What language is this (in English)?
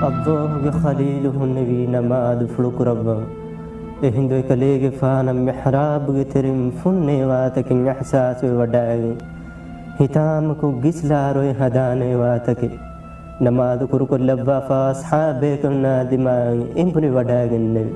Divehi